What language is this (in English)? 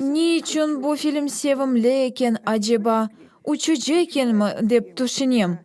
Crimean Tatar